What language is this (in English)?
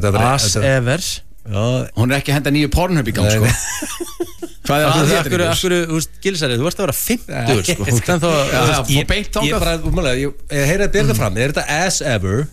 Icelandic